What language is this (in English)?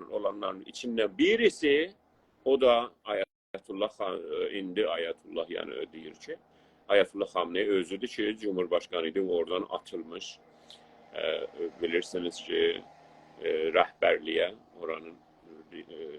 South Azerbaijani